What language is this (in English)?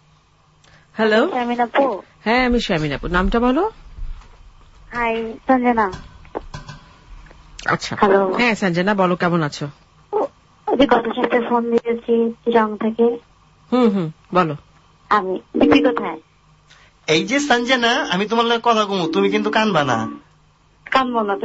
Bangla